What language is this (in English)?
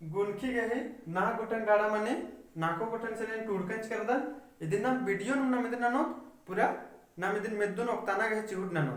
Kurukh